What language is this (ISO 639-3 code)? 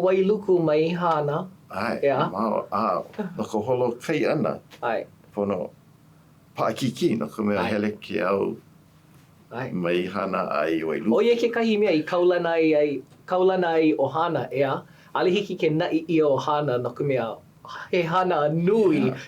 haw